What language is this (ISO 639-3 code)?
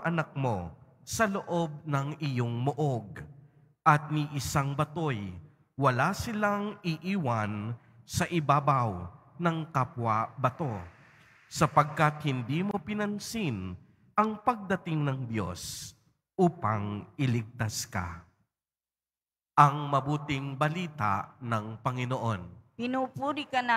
fil